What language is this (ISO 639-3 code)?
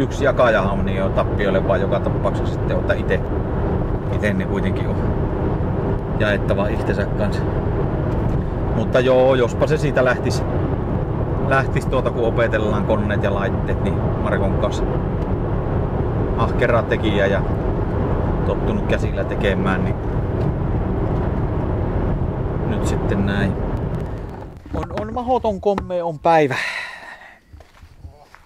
fin